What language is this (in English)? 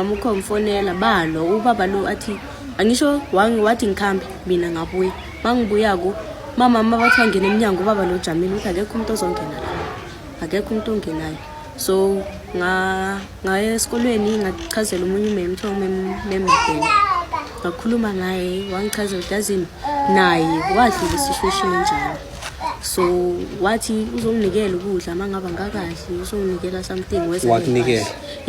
Zulu